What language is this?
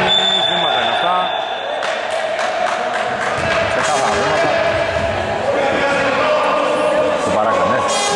Greek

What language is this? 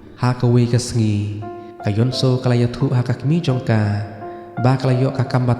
Khasi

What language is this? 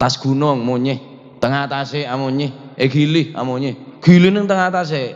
Madurese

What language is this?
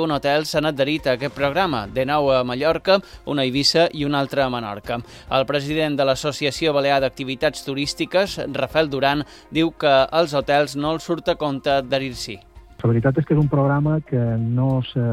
Catalan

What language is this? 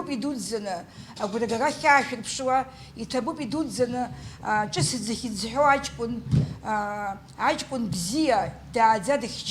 Abkhazian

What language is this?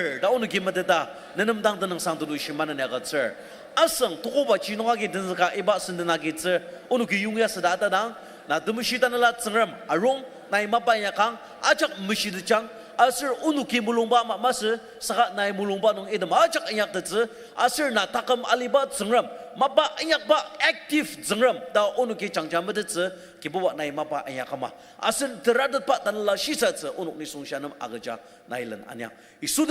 Ao Naga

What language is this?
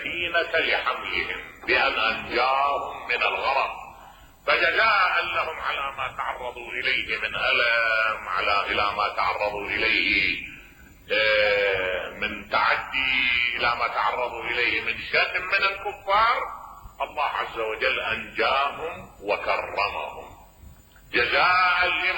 Mesopotamian Arabic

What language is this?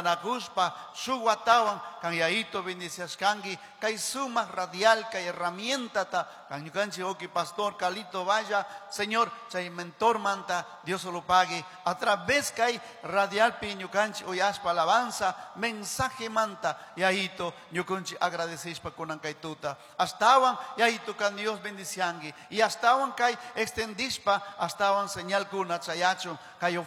Chimborazo Highland Quichua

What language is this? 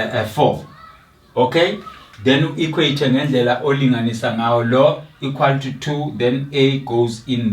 Zulu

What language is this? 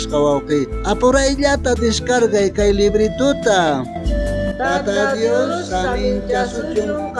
South Bolivian Quechua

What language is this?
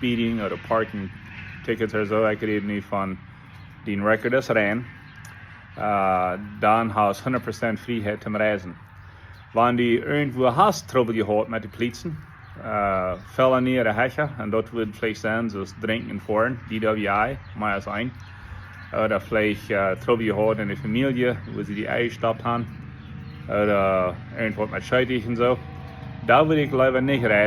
Plautdietsch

